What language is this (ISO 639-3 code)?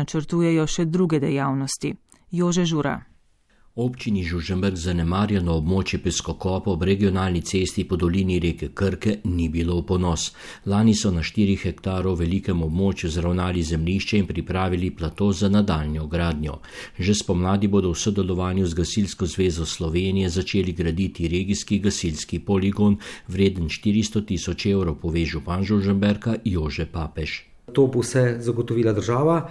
slv